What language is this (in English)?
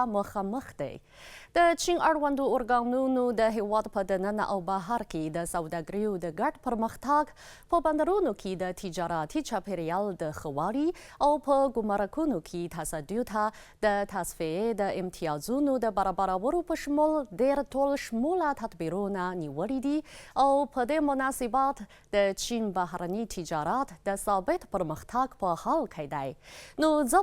Pashto